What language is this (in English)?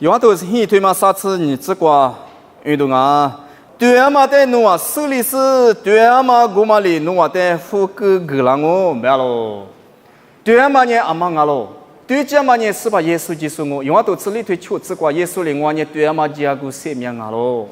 Lisu